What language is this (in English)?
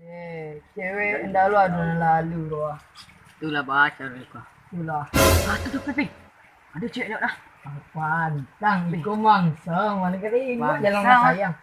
Minangkabau